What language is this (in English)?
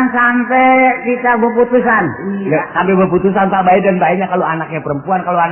Betawi